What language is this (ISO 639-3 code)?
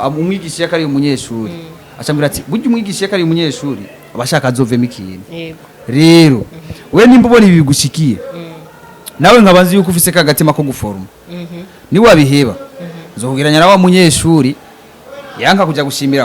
run